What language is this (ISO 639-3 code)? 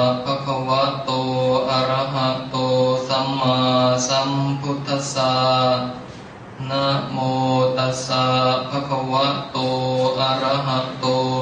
pli